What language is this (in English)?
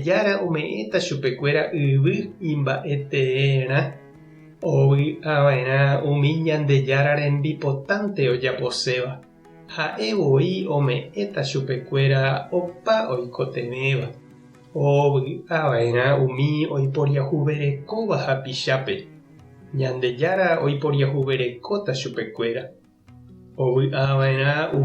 Guarani